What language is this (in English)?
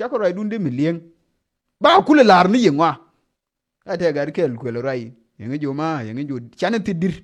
Nuer